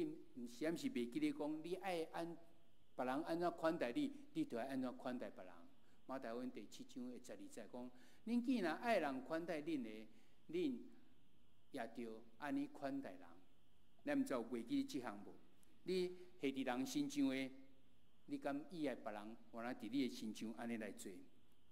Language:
Min Nan Chinese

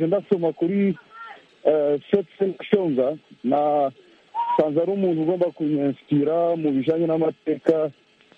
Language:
Kinyarwanda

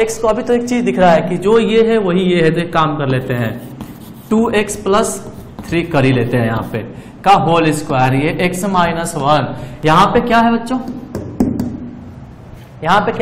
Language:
Hindi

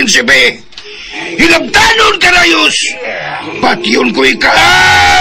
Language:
Cebuano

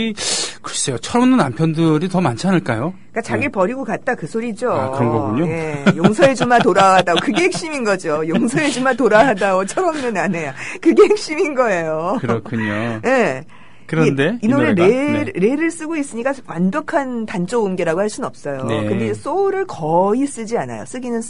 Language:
Korean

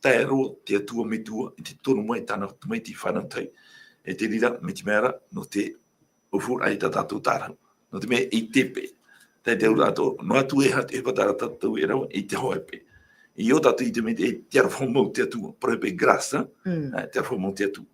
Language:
Tahitian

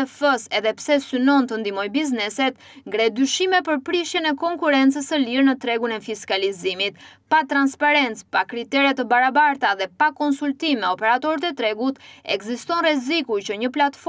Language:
Albanian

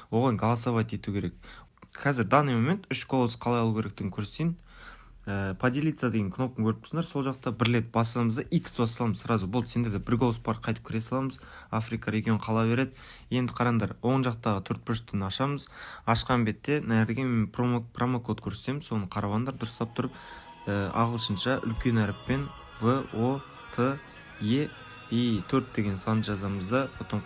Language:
Kara-Kalpak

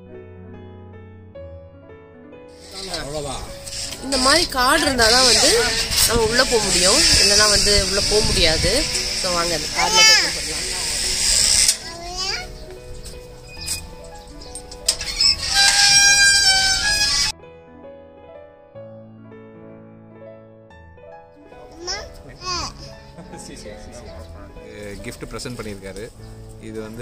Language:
Tamil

